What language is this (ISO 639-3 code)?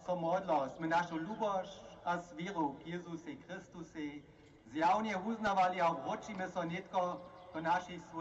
hsb